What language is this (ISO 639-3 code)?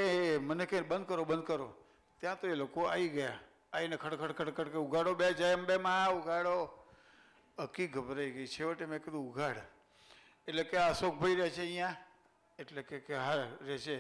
guj